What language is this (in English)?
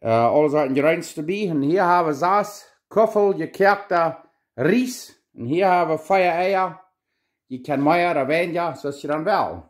Plautdietsch